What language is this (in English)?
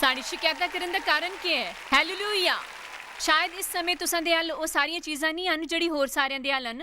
Dogri